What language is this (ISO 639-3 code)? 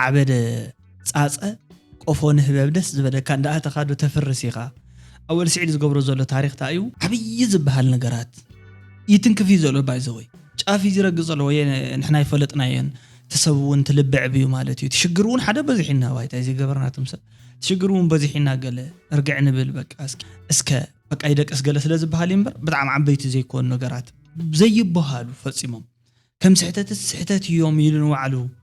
tir